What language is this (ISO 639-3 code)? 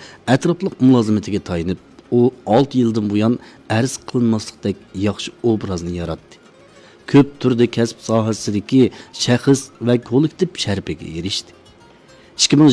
uig